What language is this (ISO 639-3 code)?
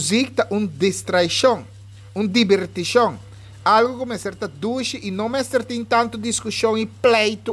pap